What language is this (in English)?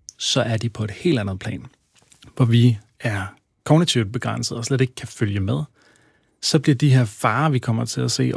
Danish